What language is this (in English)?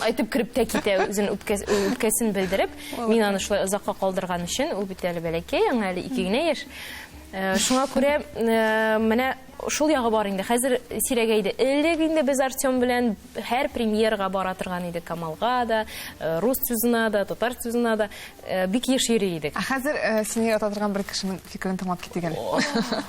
Tatar